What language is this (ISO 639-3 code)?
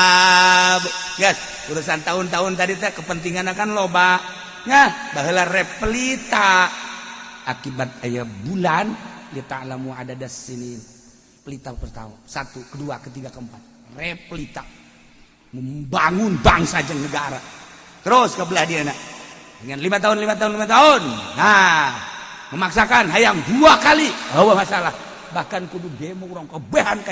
sun